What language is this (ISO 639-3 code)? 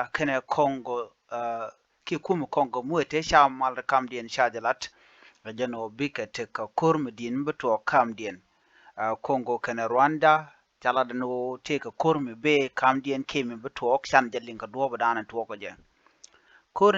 nus